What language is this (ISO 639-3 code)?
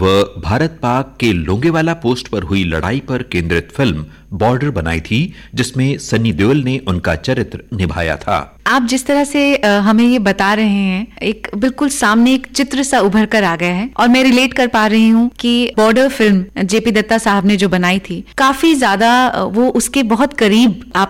hin